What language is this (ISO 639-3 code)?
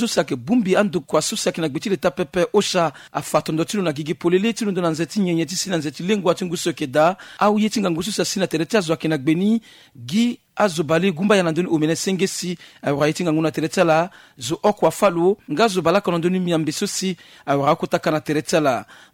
sag